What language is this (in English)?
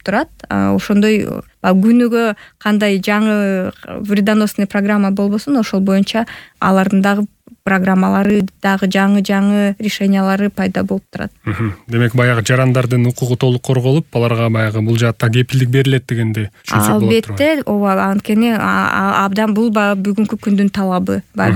Kyrgyz